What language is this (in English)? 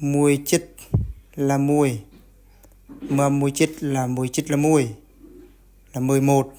Eastern Bru